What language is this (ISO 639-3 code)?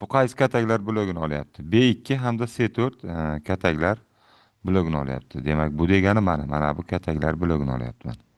uzb